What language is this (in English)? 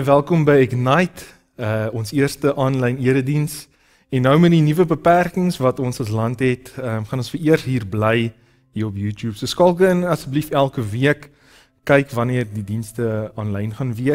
Afrikaans